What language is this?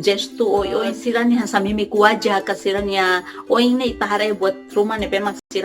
Tetum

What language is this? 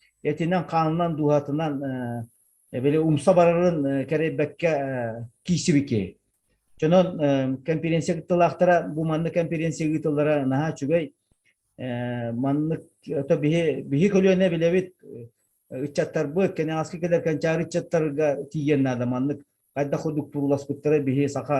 Yakut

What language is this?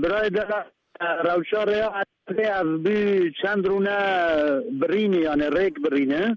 Kurdish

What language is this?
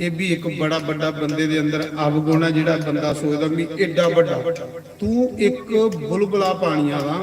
Dogri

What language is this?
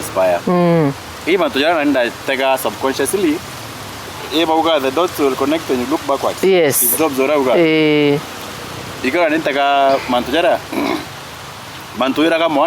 Meru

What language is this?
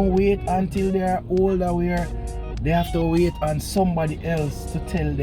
Jamaican Creole English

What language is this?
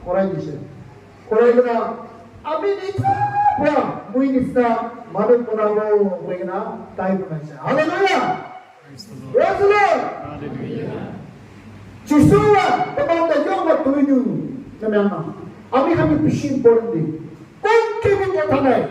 Naga Pidgin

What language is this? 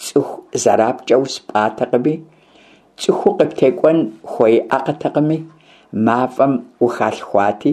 Kabardian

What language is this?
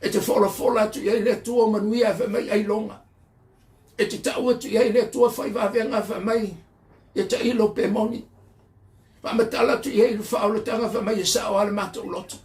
Samoan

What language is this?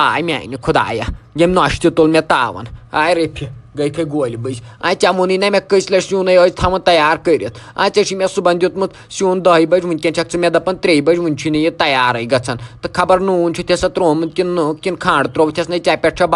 Kashmiri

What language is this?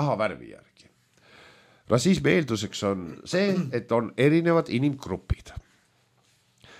Estonian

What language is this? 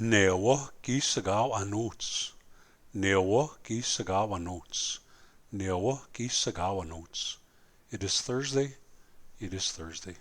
Plains Cree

